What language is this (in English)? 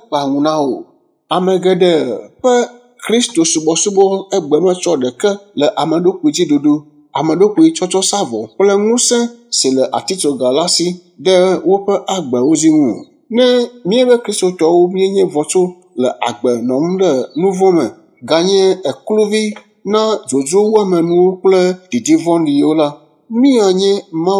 Ewe